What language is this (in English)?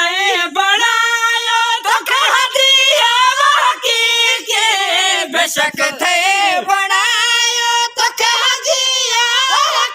Sindhi